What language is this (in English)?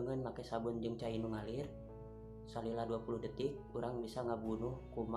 Sundanese